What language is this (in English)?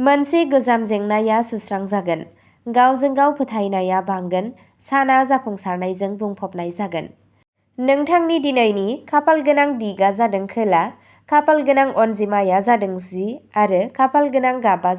Bodo